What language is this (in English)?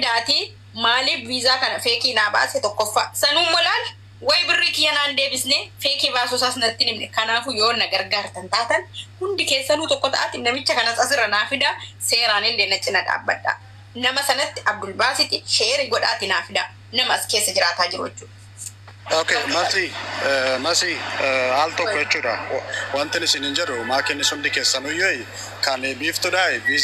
Oromo